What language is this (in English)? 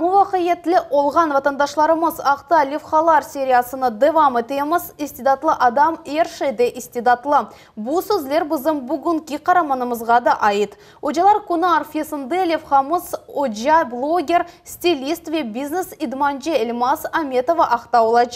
Crimean Tatar